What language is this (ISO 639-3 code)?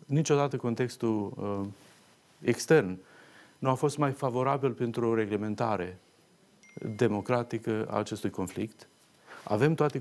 ron